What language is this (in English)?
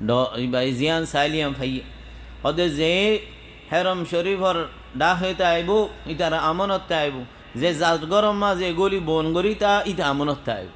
Rohingya